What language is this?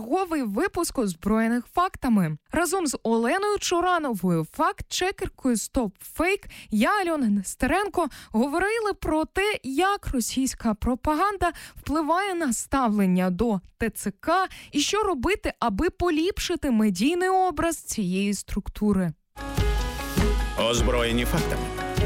Ukrainian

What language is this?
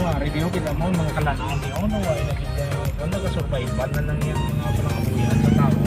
Hiligaynon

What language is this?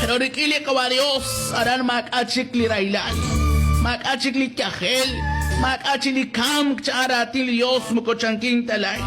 Kekchí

